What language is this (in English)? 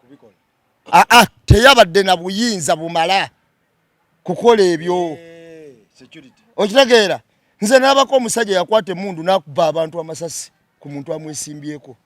Ganda